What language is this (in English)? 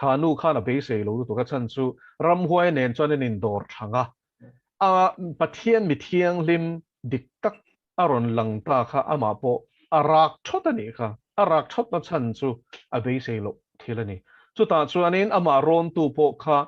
Mizo